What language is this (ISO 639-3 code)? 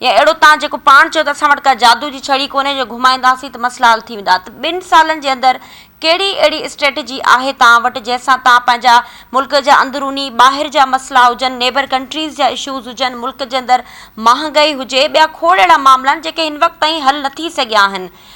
snd